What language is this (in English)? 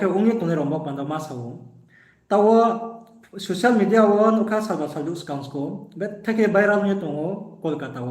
Riang (India)